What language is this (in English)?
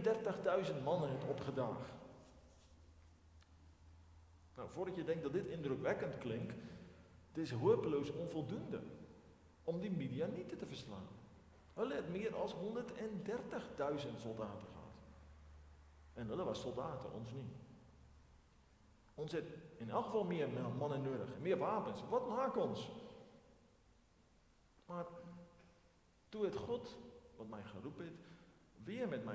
Afrikaans